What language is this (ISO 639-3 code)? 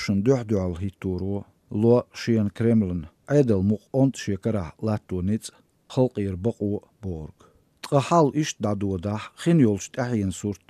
che